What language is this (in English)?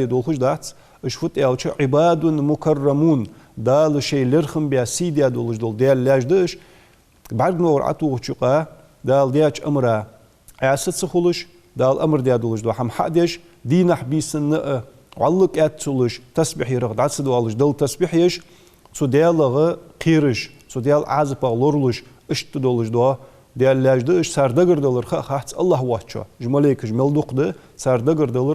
Ingush